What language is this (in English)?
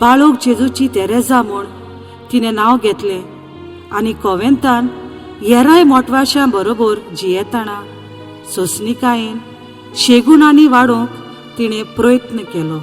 Konkani